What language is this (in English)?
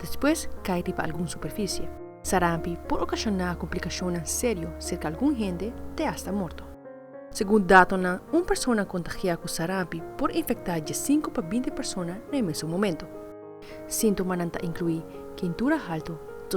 Papiamento